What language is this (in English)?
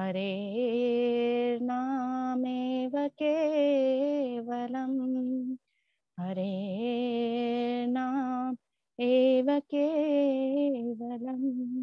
Sanskrit